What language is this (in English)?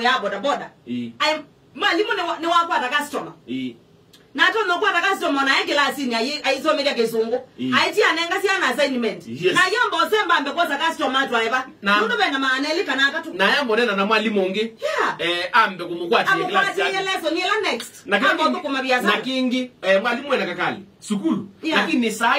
Kamba